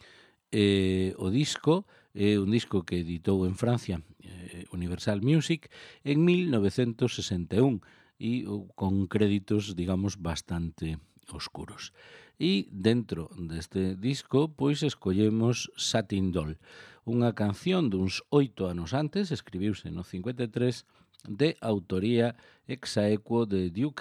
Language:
Galician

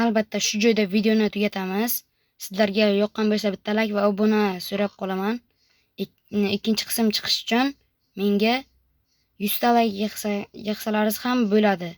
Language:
Uzbek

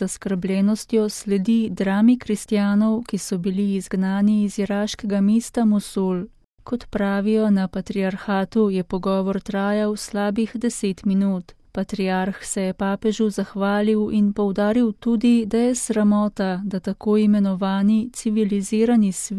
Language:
Slovenian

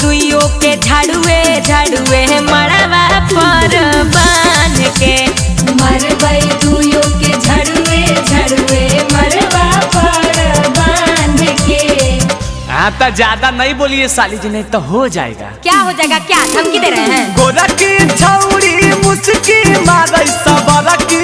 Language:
Magahi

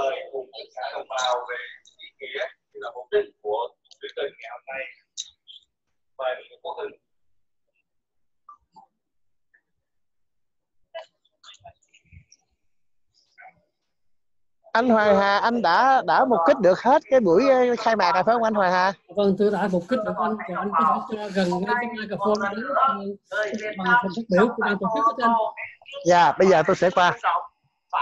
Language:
Vietnamese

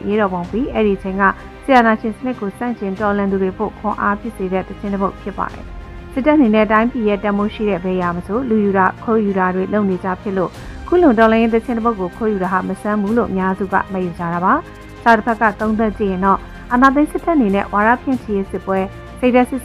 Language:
Burmese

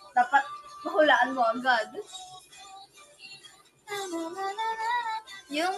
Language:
Filipino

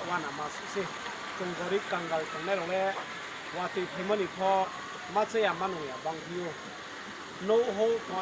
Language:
Riang (India)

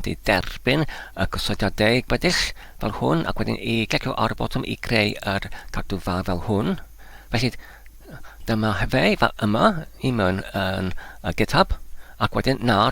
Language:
Welsh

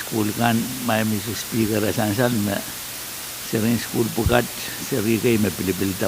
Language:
Pohnpeian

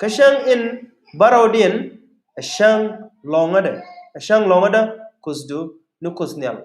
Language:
Nuer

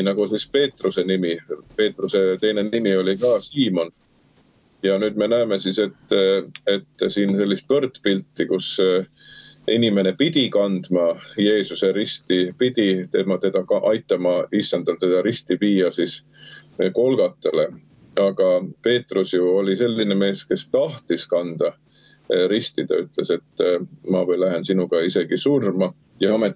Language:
Estonian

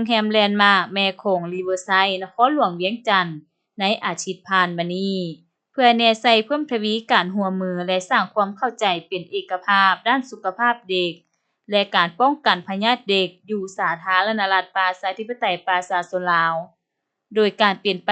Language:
Lao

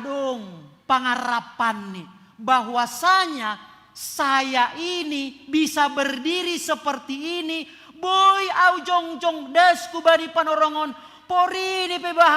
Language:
Batak Simalungun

